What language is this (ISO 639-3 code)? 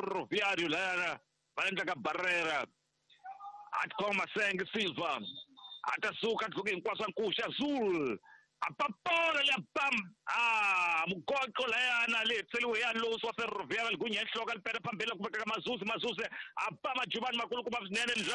tso